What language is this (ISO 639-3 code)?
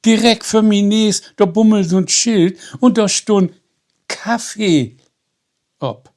nds